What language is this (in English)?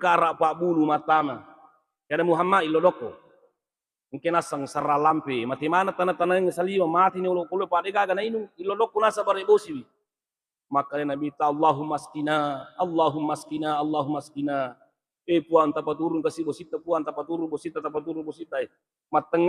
Buginese